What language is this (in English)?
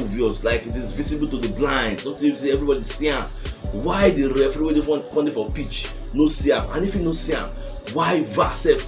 Nigerian Pidgin